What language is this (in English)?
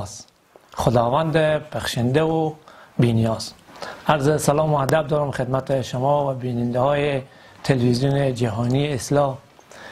Persian